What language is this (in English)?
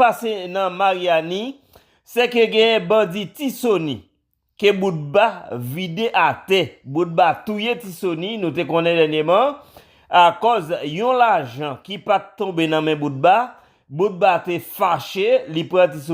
Haitian Creole